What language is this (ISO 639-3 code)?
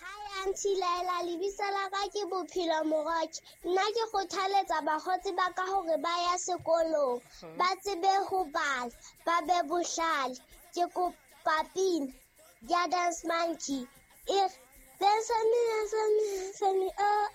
sot